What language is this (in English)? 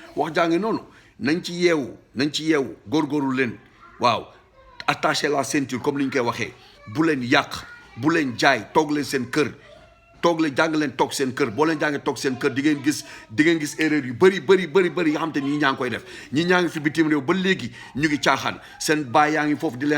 Wolof